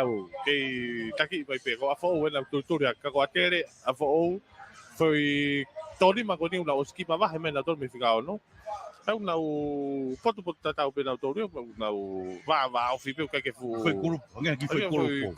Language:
Tongan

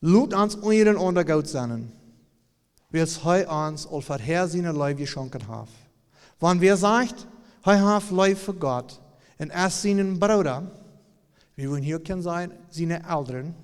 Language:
Plautdietsch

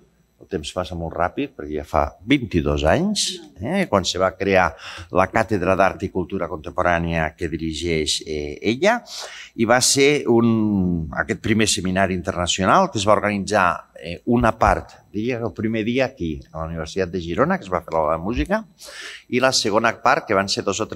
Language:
Catalan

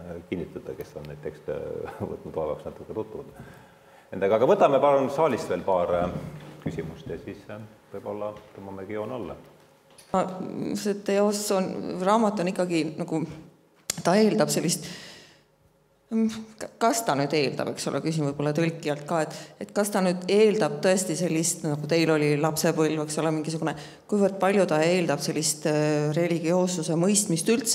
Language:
Estonian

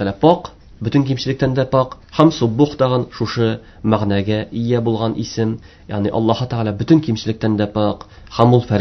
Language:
Tatar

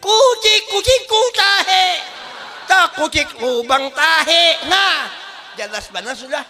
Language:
Banjar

